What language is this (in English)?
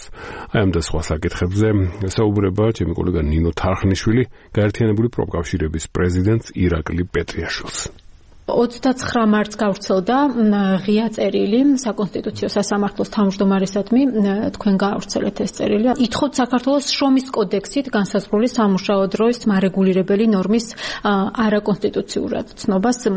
Georgian